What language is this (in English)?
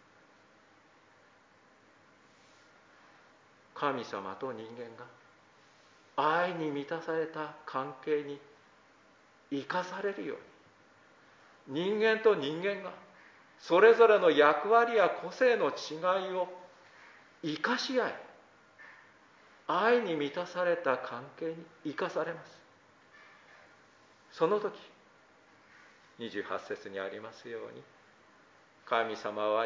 Japanese